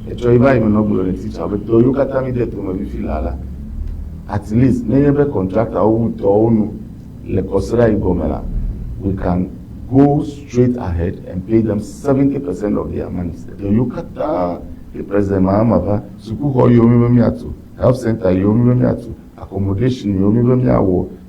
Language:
Ewe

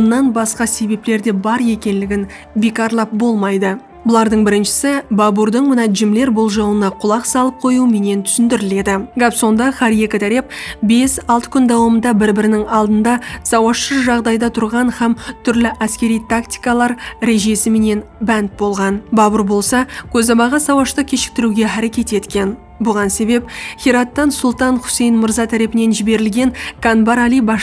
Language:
Kara-Kalpak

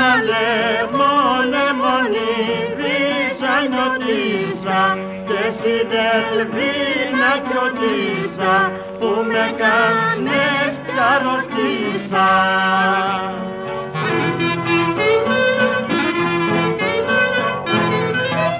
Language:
Greek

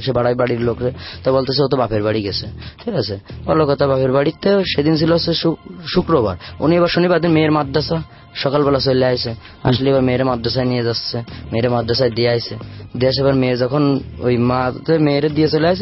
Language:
Bangla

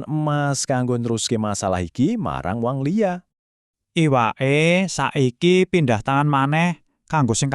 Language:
Javanese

